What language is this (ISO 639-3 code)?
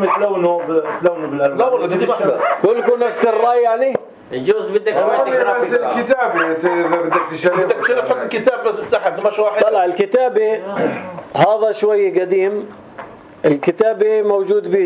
apc